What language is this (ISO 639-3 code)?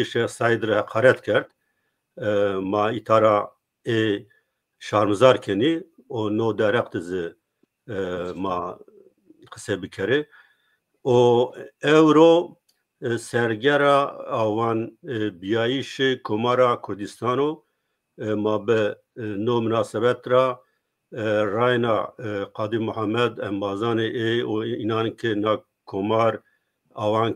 zza